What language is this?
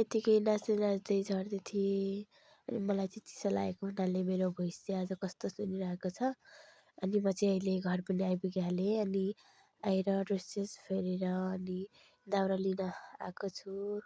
Nepali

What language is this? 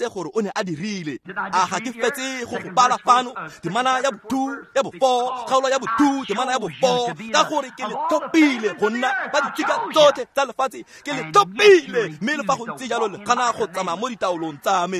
Tswana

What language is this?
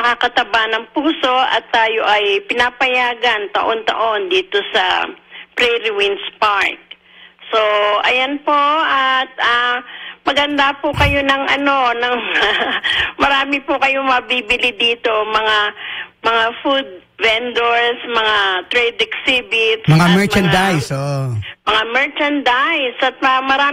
Filipino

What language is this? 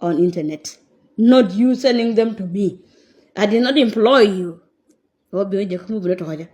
Nuer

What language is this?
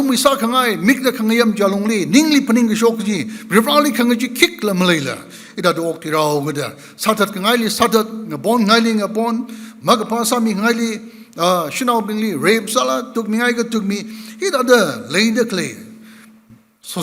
Tangkhul Naga (India)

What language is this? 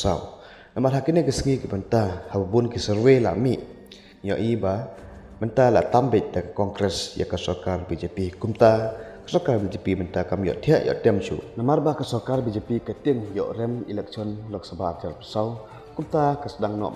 Khasi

